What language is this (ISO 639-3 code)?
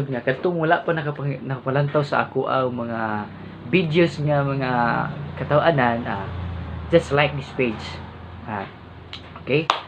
ceb